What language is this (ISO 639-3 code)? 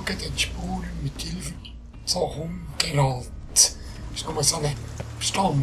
gsw